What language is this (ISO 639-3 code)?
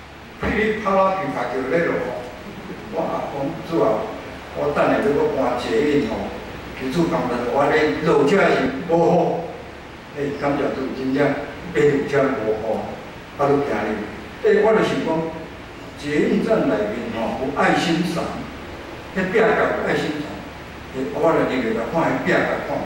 nan